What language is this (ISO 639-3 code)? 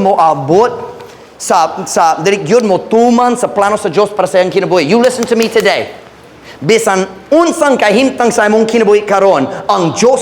ceb